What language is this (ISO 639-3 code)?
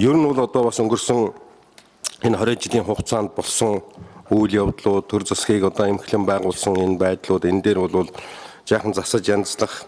mon